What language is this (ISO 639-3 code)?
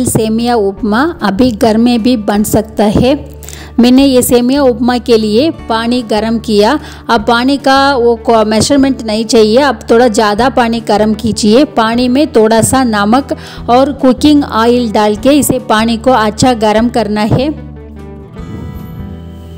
hin